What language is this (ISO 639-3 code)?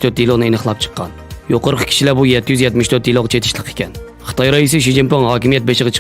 uig